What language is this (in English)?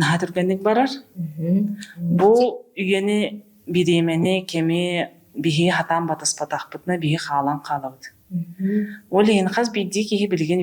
Yakut